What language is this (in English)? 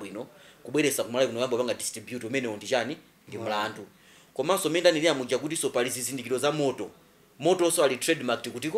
Nyanja